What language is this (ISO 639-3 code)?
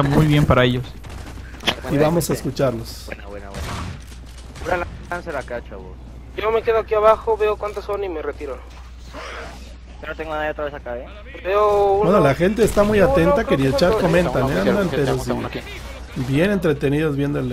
spa